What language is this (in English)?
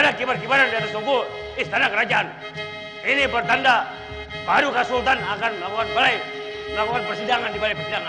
Banjar